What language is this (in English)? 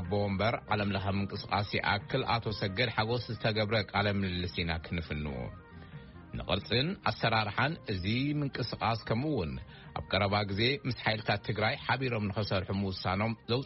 Tigrinya